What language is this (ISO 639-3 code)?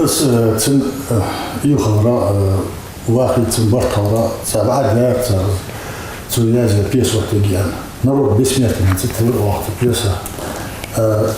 inh